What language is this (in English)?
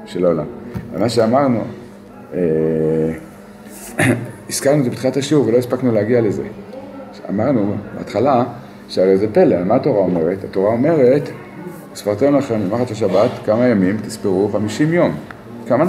Hebrew